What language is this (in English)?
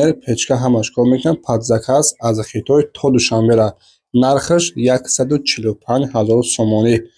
Tajik